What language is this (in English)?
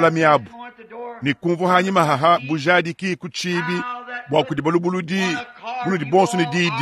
Luba-Lulua